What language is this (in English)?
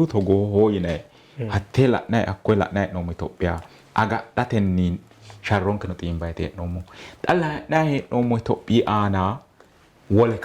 Sidamo